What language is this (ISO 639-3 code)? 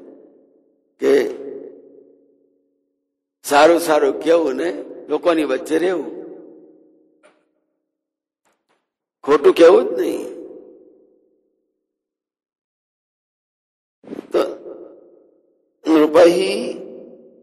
guj